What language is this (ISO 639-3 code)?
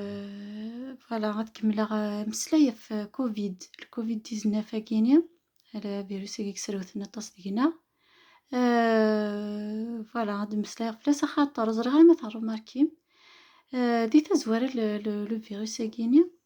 kab